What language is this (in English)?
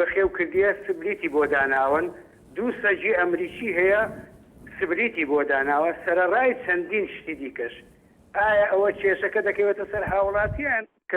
Central Kurdish